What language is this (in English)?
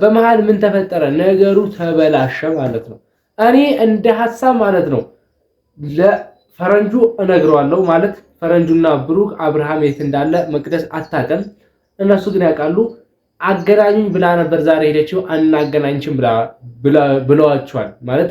Amharic